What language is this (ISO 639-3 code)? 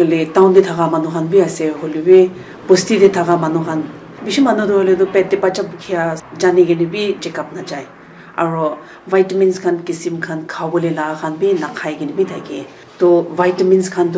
nag